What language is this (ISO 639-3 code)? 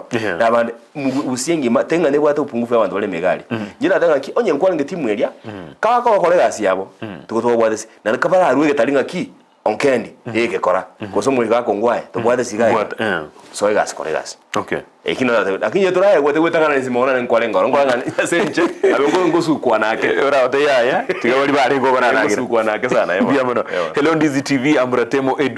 guz